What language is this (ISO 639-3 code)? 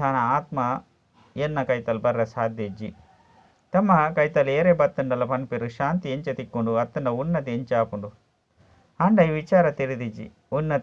tcy